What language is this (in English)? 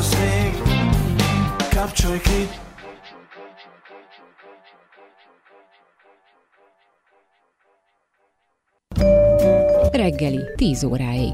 Hungarian